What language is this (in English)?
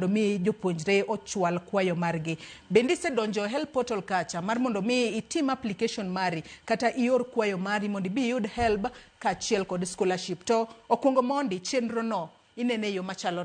Luo (Kenya and Tanzania)